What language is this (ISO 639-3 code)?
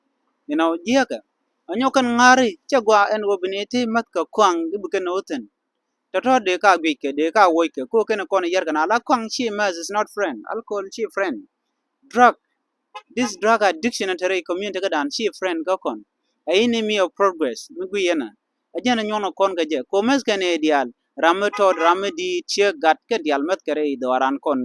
nus